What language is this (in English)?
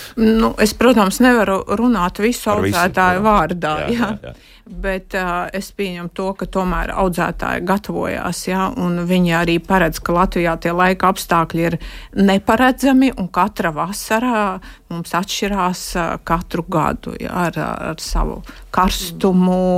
Latvian